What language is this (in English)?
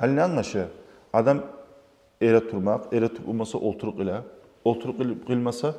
Kumyk